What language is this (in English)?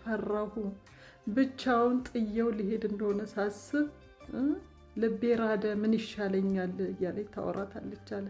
Amharic